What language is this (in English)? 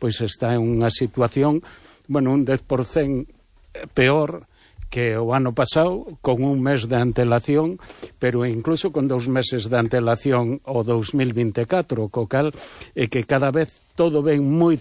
Galician